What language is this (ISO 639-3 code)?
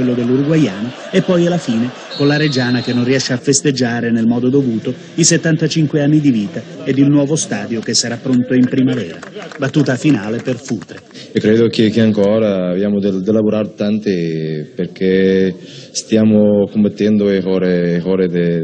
ita